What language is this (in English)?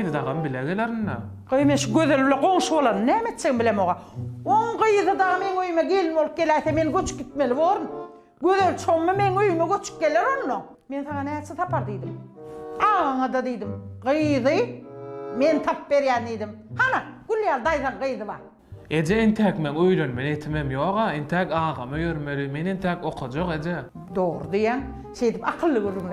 Turkmen